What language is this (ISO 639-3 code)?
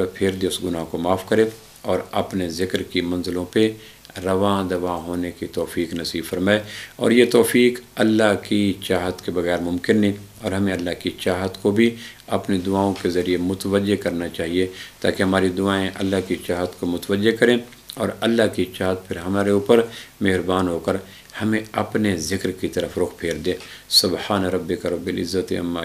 urd